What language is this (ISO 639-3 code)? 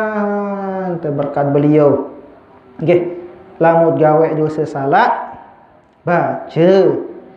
sas